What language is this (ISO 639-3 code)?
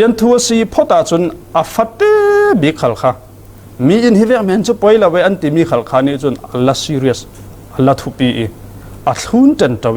cfm